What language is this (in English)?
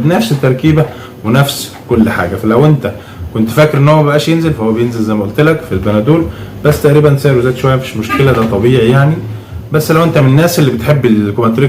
Egyptian Arabic